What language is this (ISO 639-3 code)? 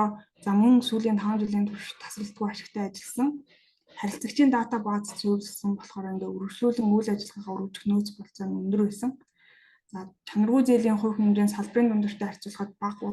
mon